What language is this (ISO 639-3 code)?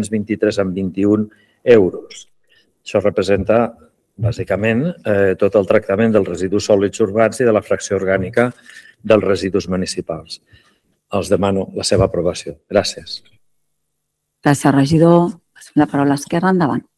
cat